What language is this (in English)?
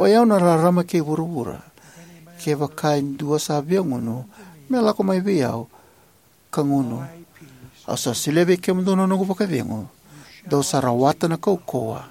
Fijian